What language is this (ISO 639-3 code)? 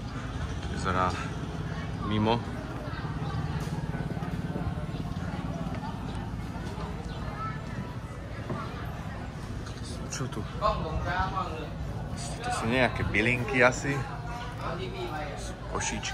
slk